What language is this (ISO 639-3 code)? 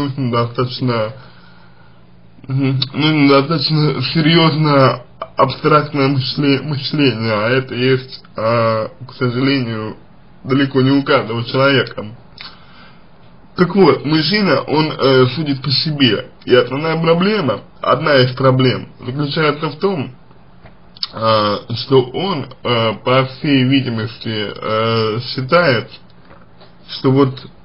rus